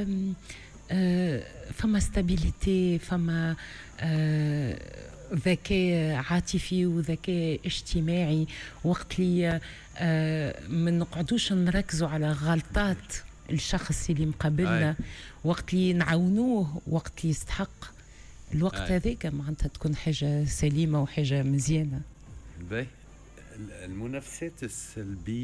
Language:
Tunisian Arabic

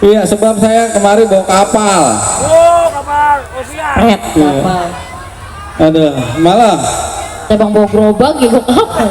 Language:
Betawi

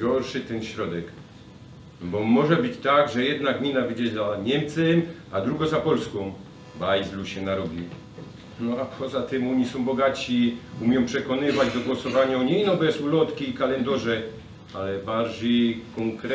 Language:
Silesian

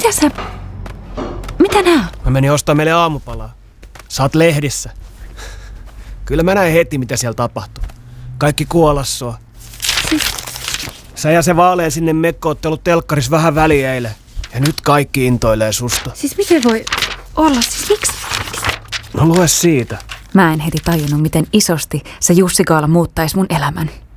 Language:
Finnish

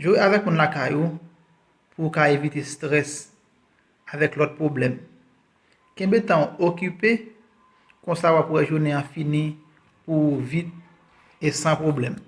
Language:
Haitian Creole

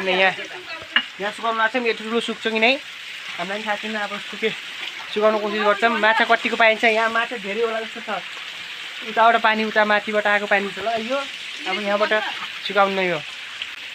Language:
Nepali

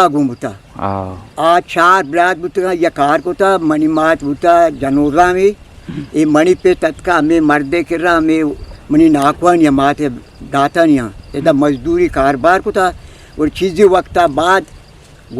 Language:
Eastern Balochi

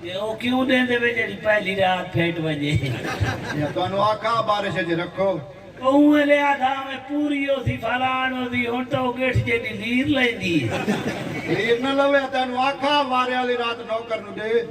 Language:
Saraiki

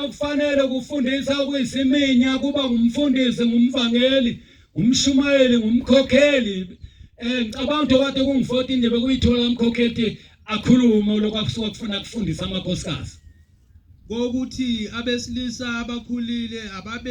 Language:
Zulu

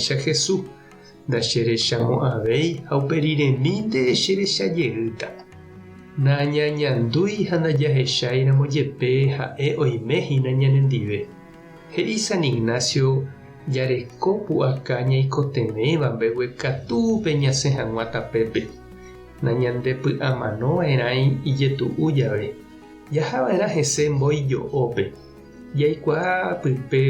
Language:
Guarani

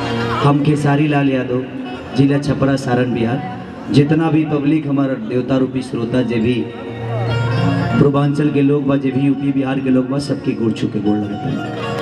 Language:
Bhojpuri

